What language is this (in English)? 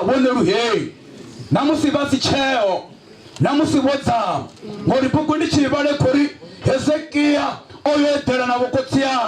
Venda